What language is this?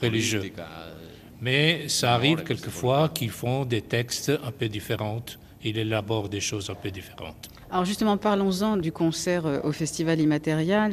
French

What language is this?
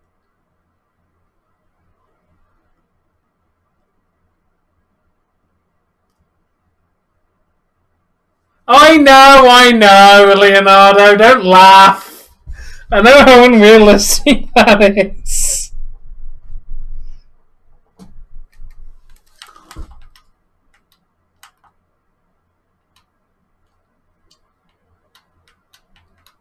English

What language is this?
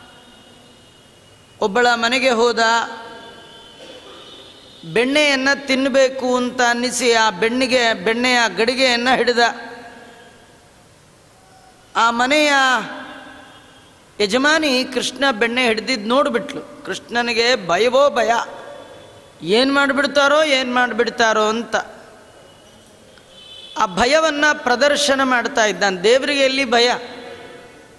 Kannada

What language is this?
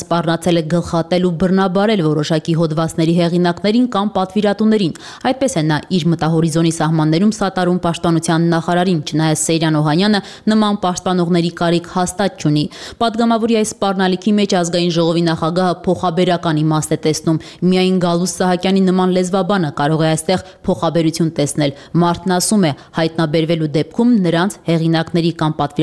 Armenian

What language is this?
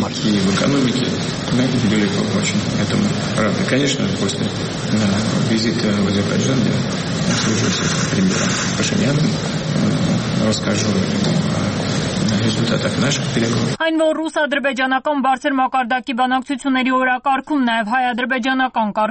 Armenian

